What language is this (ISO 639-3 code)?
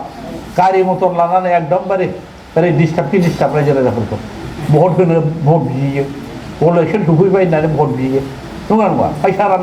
brx